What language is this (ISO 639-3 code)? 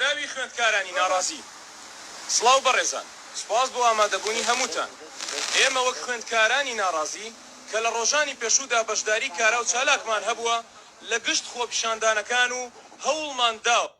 ckb